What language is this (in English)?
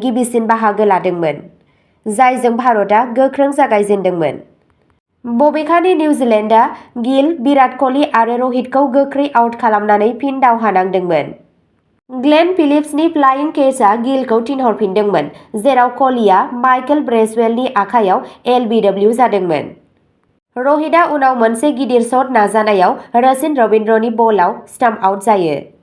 Bodo